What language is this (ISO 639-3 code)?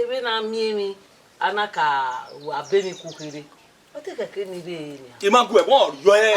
bin